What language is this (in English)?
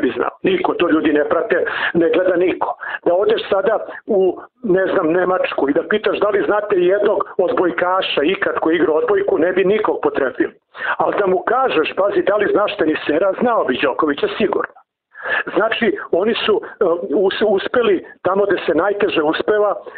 Serbian